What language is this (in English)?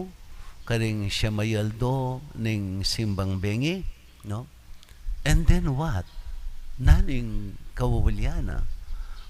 Pampanga